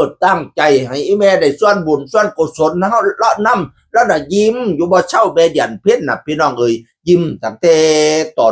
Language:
Northeastern Thai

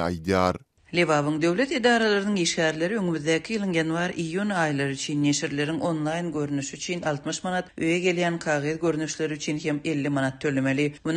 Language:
Turkmen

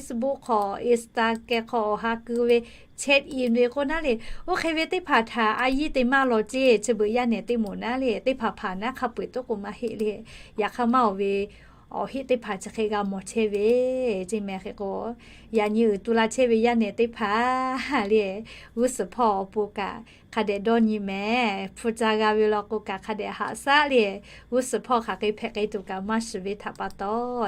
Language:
Lahu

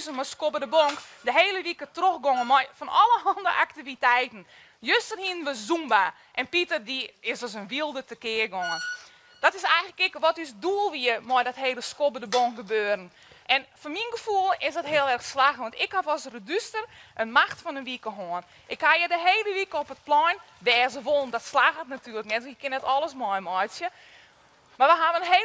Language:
Western Frisian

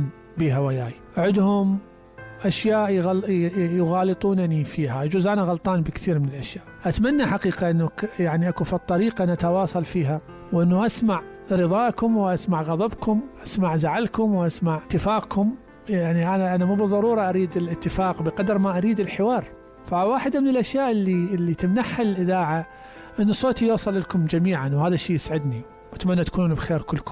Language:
Mesopotamian Arabic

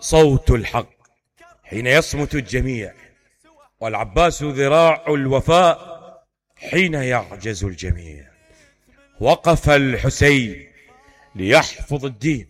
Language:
Mesopotamian Arabic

